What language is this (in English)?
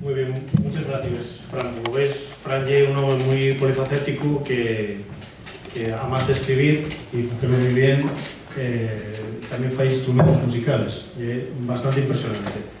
Asturian